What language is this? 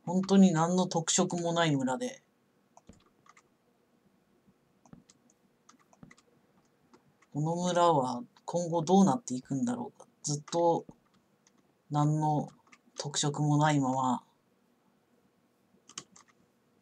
Japanese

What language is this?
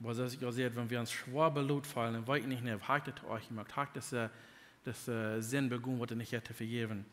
Plautdietsch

